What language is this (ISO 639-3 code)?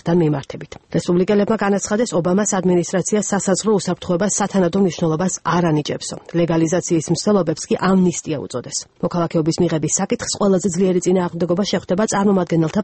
kat